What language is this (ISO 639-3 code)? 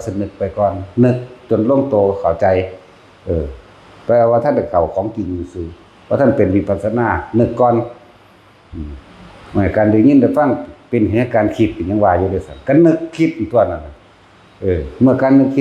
tts